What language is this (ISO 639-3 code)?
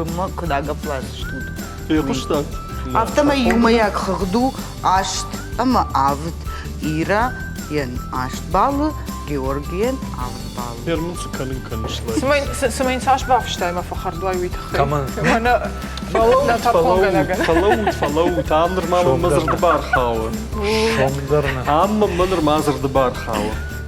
oss